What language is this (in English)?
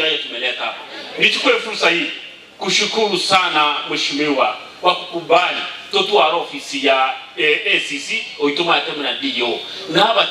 Gusii